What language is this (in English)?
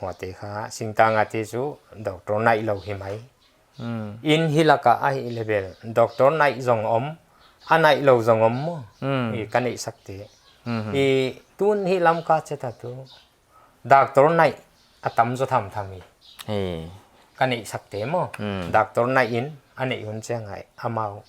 Paite Chin